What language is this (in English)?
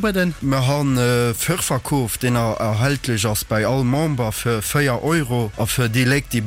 Luxembourgish